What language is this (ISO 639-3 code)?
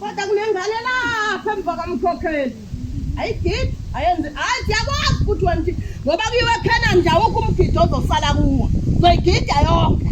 zul